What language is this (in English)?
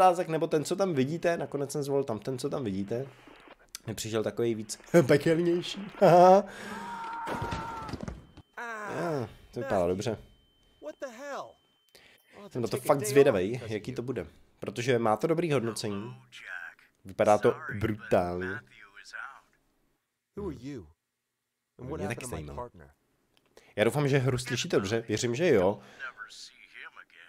Czech